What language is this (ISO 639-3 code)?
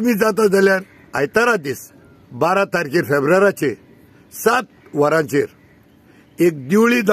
kok